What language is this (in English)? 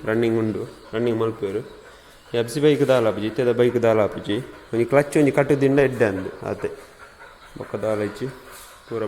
Tulu